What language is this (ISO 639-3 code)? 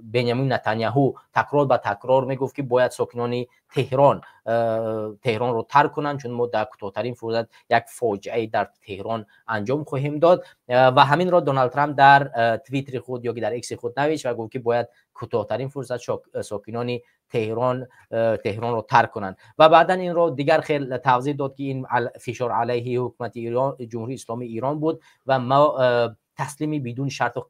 tgk